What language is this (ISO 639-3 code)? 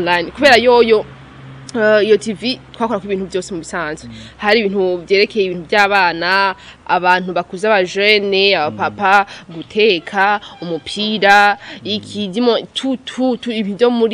run